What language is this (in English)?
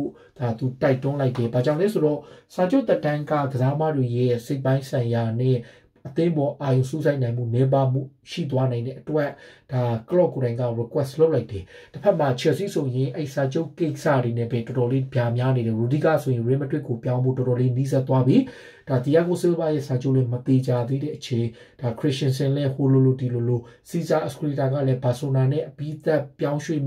Burmese